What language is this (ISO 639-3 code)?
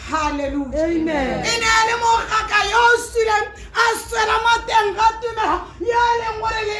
tsn